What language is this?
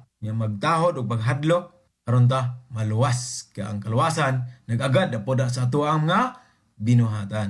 Cebuano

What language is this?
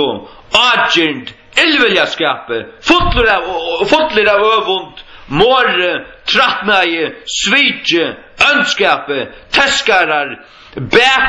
Faroese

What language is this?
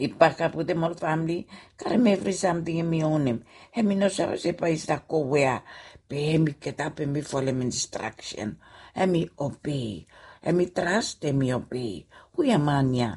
Bislama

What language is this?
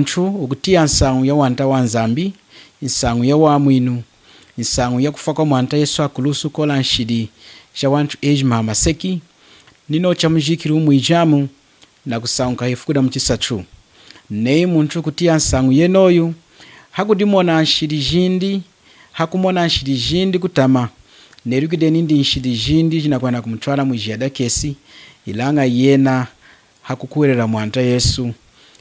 Lunda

